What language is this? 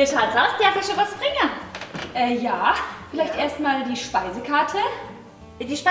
Bavarian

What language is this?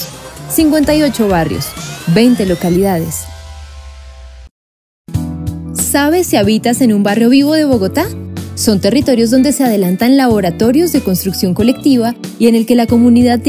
Spanish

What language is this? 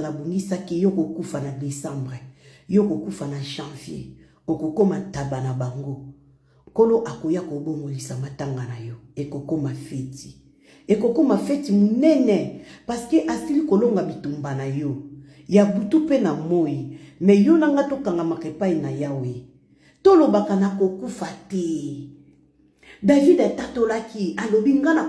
Lingala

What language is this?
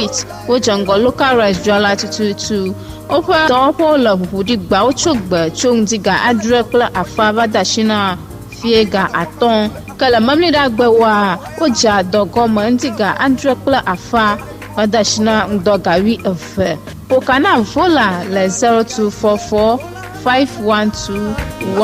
Ewe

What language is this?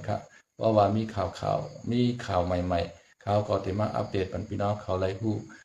Shan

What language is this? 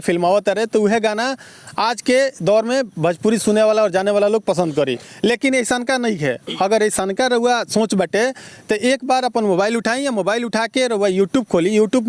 Bhojpuri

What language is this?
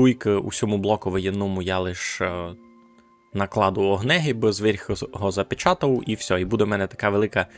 Rusyn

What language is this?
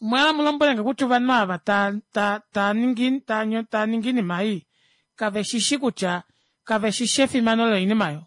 Kuanyama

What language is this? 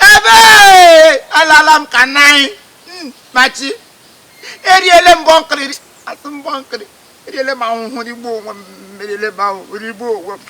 Igbo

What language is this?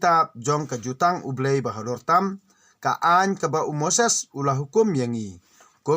Khasi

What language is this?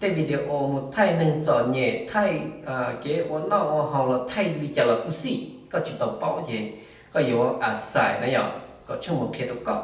Hmong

